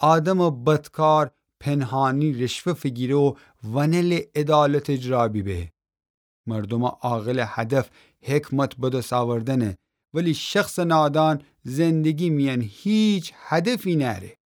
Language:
Gilaki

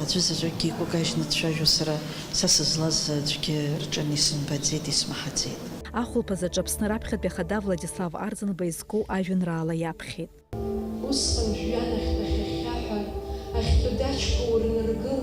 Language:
Abkhazian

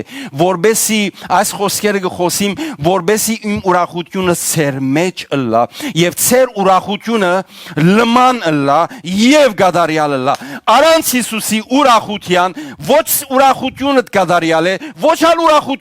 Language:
Western Armenian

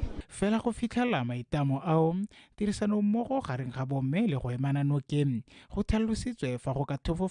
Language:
Tswana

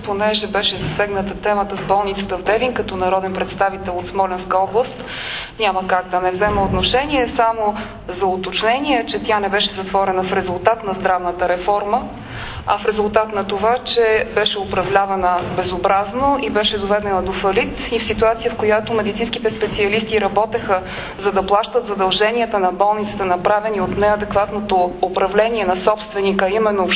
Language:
Bulgarian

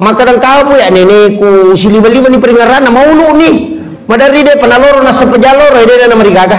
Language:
Buginese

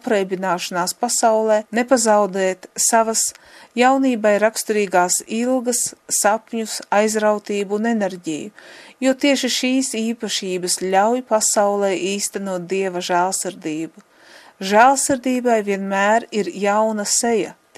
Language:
Latvian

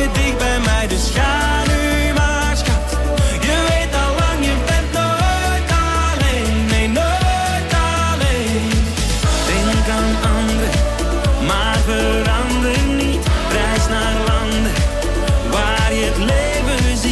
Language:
Dutch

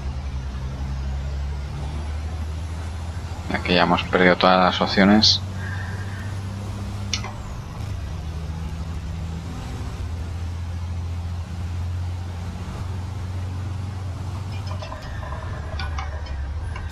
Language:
Spanish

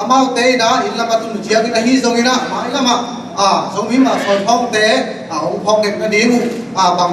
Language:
Tedim Chin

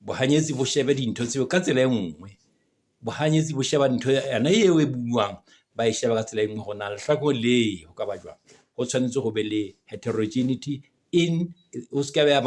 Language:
Southern Sotho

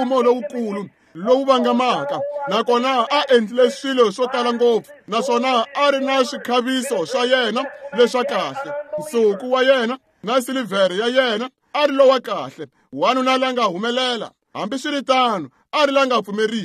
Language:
Tsonga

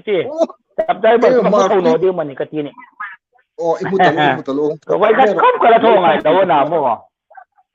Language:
Hmar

